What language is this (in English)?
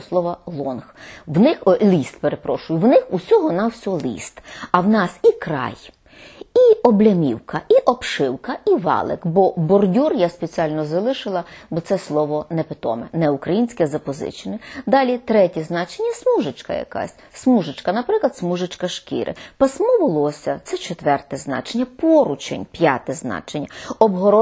Ukrainian